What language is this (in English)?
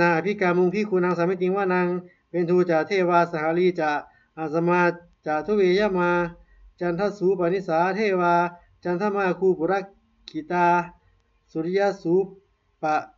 Pali